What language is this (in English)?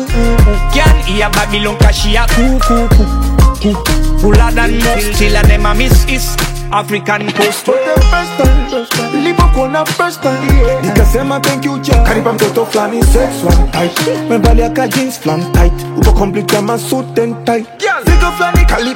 Swahili